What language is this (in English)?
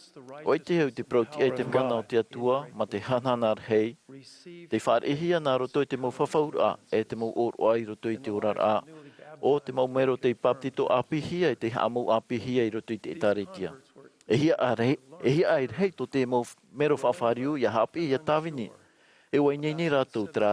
Tahitian